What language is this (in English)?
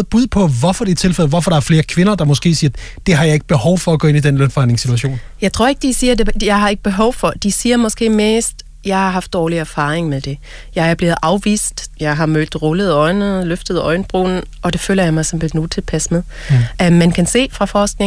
Danish